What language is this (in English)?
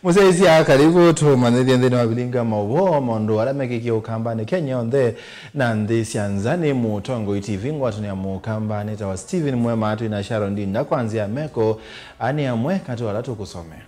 Kamba